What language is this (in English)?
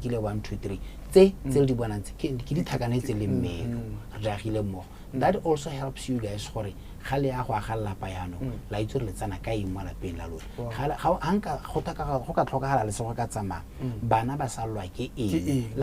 Tswana